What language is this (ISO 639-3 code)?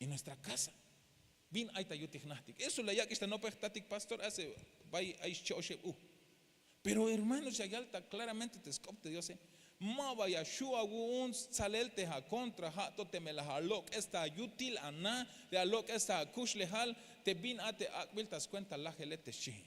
tzh